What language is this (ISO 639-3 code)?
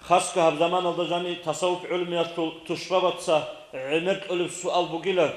ava